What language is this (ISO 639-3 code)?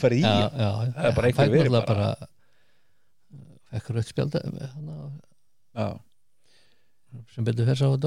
isl